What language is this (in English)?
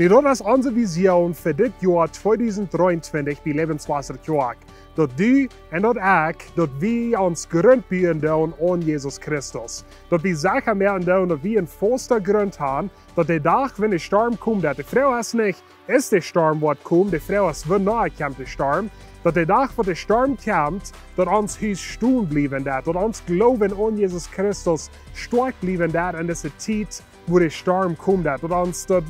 Plautdietsch